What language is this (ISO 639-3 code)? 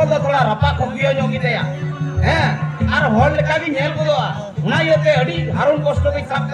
sat